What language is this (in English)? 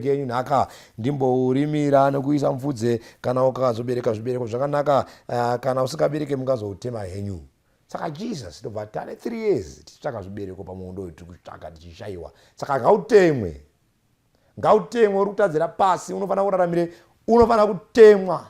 Shona